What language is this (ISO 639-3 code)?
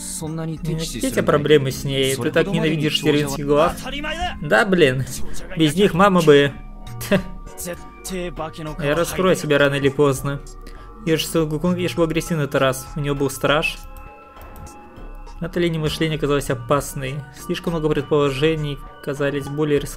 rus